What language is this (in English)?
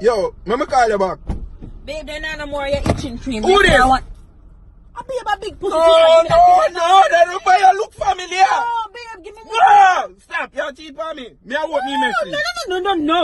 Jamaican Creole English